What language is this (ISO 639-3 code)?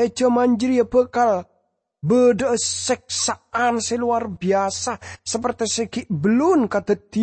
mad